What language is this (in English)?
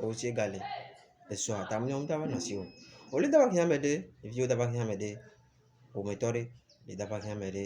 Ewe